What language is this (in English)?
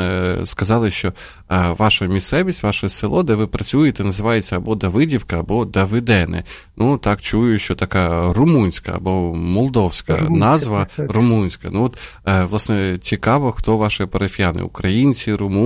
Ukrainian